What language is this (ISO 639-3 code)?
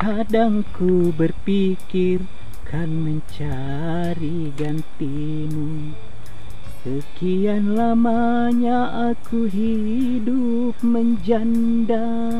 bug